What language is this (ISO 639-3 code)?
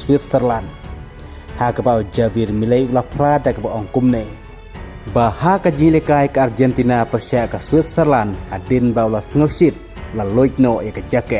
kha